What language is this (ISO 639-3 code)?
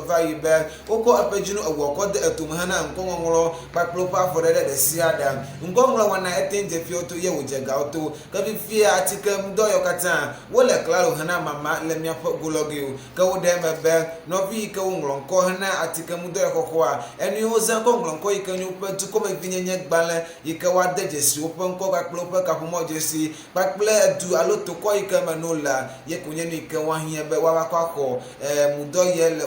ewe